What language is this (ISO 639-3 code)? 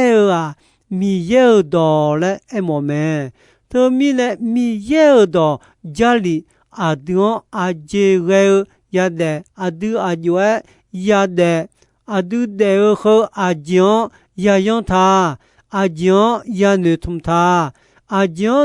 ahk